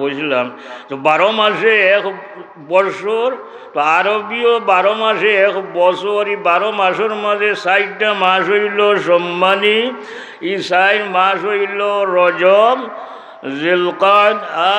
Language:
Sylheti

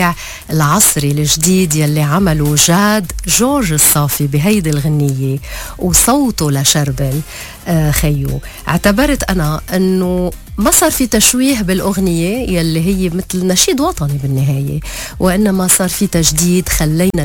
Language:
North Levantine Arabic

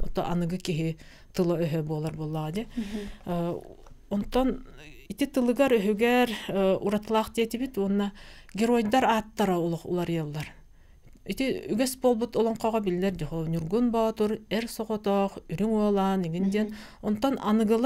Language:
Yakut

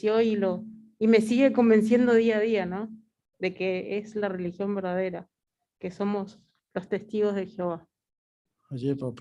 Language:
Guarani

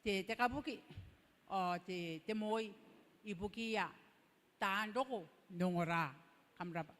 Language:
Gilbertese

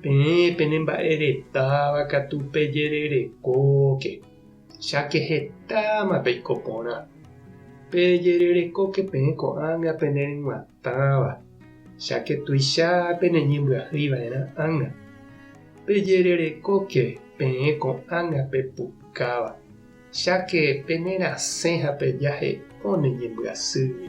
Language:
Guarani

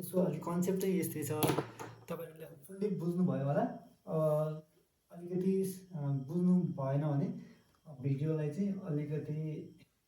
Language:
Nepali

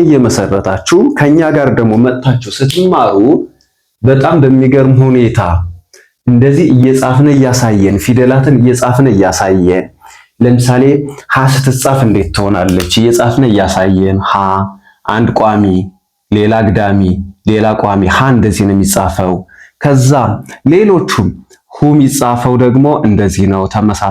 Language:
Amharic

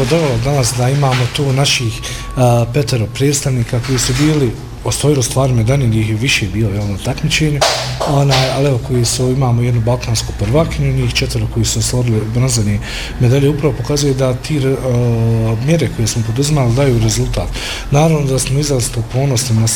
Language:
Bosnian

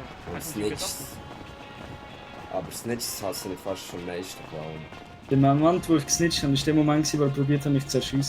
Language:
Swiss German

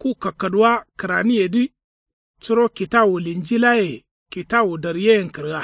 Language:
Kanuri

